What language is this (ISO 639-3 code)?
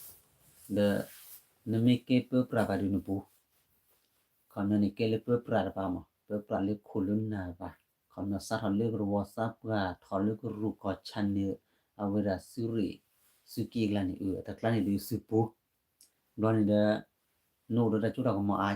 ksw